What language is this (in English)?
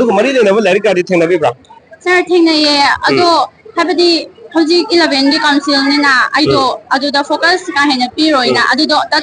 Manipuri